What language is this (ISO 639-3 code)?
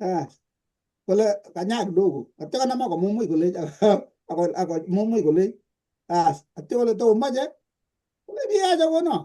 kln